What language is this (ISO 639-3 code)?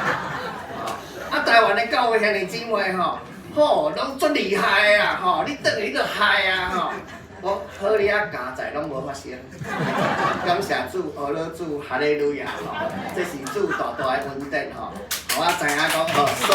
nan